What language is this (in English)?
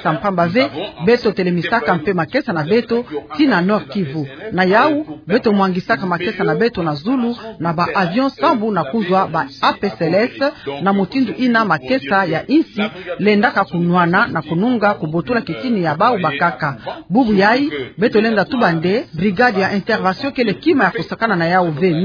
Kituba (Democratic Republic of Congo)